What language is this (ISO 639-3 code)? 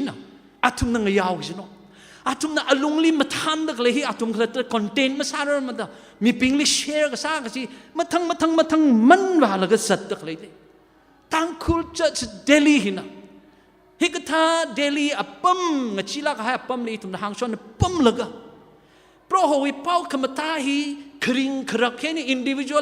nmf